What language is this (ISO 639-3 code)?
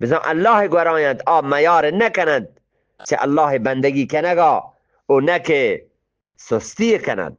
bgp